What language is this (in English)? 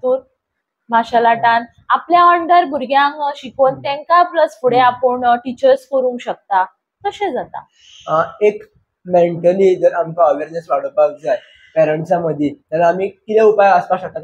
Konkani